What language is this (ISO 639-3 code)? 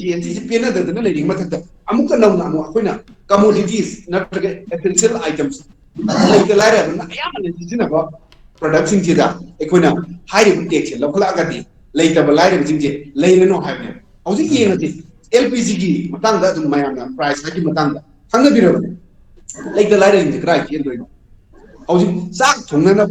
mni